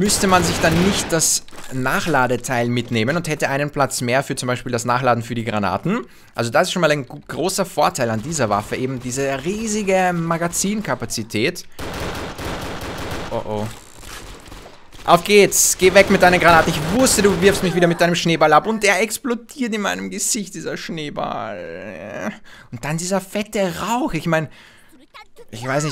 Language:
German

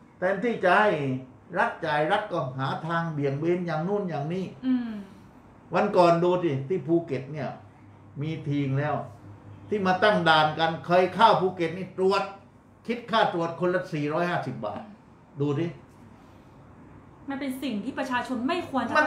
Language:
Thai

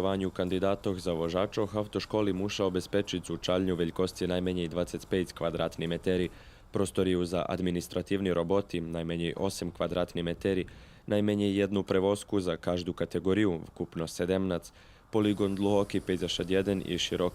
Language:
Rusyn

